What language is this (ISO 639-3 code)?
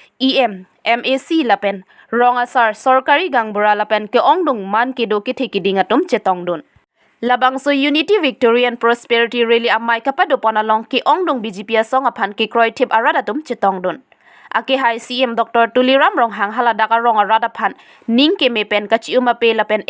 mjw